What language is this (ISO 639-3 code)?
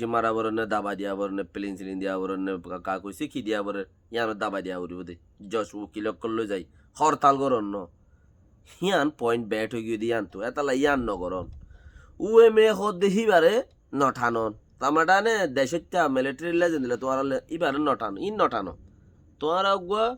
rhg